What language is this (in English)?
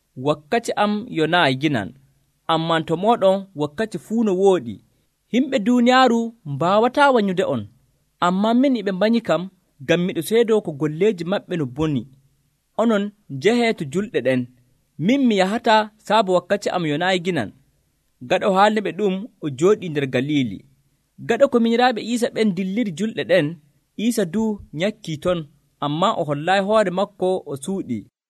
Nigerian Fulfulde